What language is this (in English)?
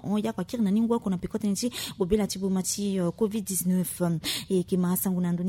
Sango